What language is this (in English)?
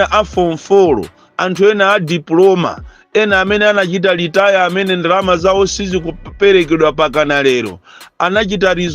Nyanja